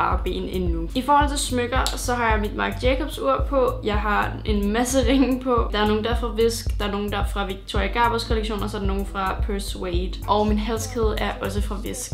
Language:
Danish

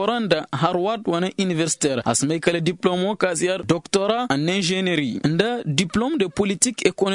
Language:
Koyraboro Senni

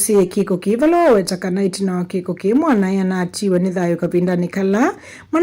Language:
Kamba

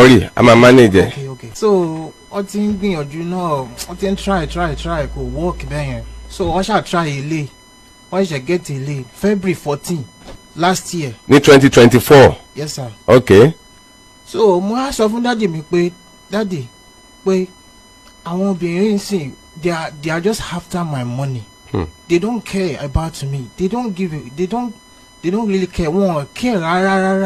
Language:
Yoruba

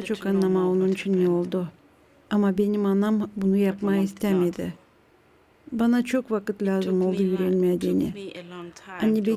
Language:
Gagauz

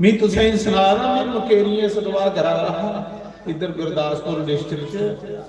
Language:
Dogri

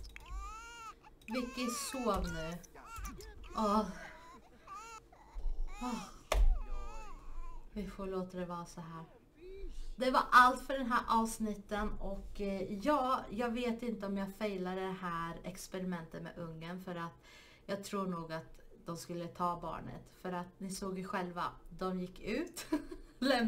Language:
Swedish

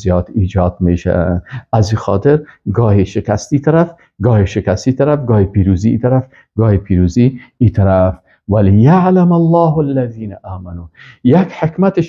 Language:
Persian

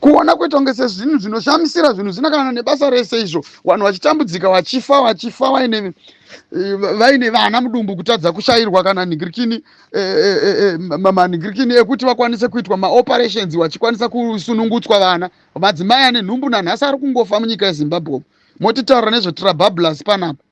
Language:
Shona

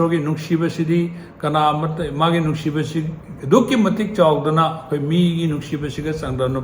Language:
Manipuri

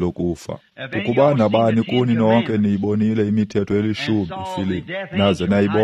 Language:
Xhosa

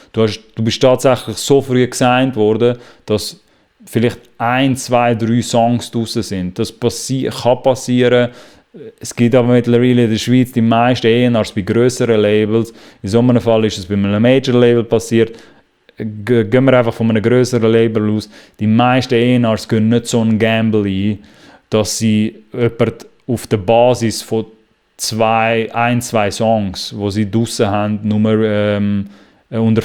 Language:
Swiss German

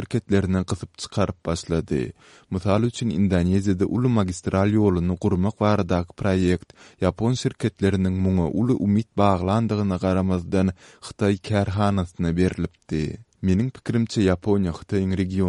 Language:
Turkmen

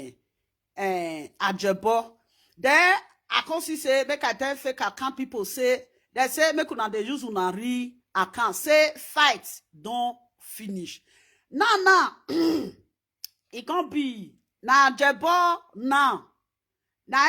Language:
Nigerian Pidgin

